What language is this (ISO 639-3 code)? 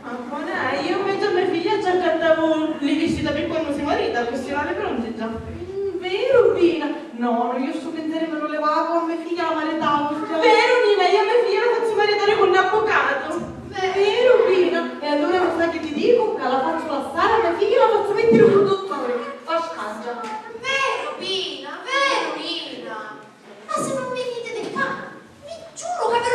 scn